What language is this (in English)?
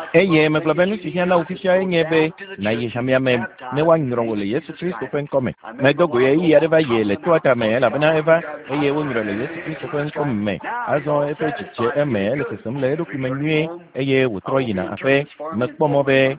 Ewe